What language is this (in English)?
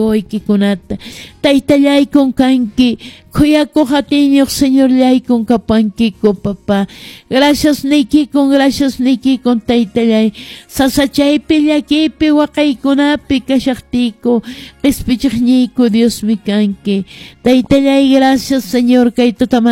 Quechua